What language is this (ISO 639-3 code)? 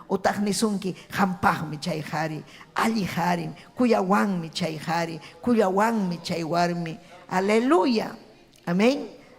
quy